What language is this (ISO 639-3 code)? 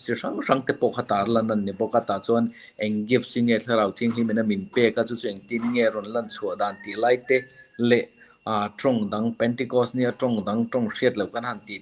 lus